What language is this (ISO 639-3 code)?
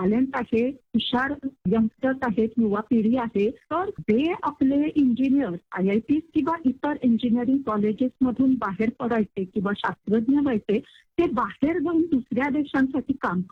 mar